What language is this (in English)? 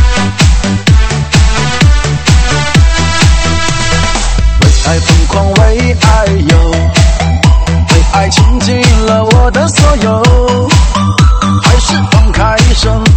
Chinese